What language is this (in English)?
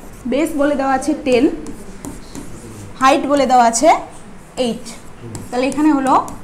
Bangla